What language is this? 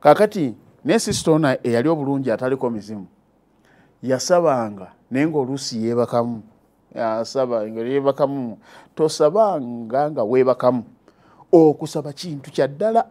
Ganda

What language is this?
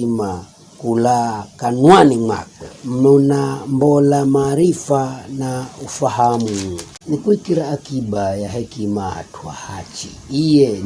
Giryama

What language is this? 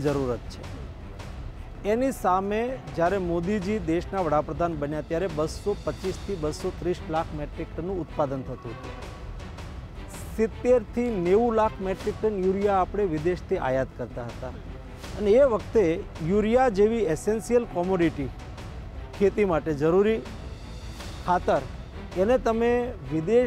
Gujarati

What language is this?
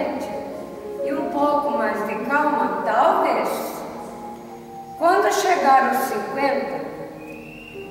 Portuguese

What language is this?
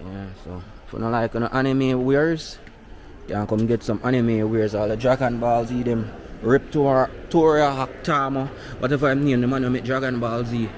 Jamaican Creole English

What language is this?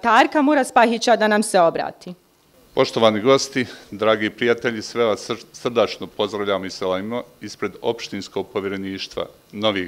Bosnian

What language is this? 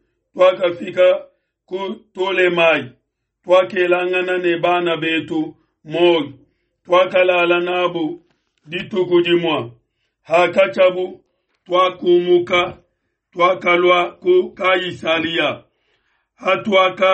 Luba-Lulua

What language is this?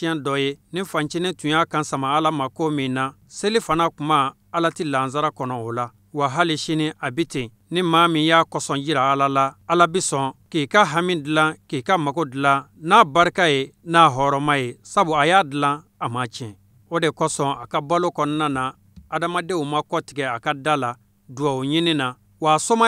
Bambara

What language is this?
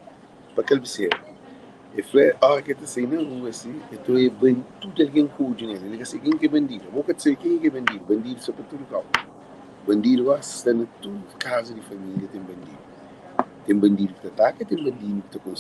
Kabuverdianu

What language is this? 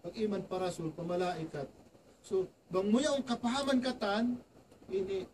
Tausug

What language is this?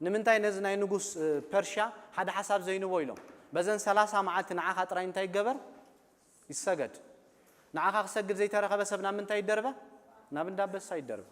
Tigrinya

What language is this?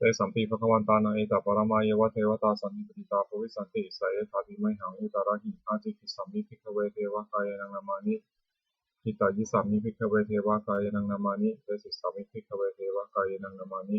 Pali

